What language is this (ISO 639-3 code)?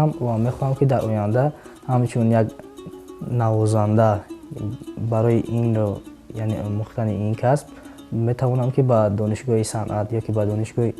tgk